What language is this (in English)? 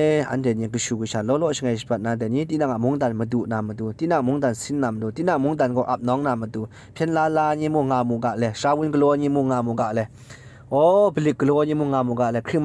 Kachin